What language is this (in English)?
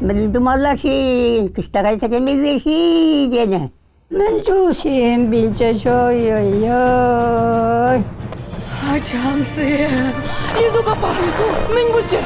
Chuvash